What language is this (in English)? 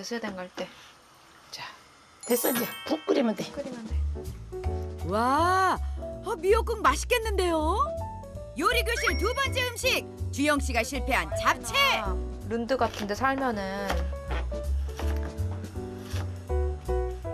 Korean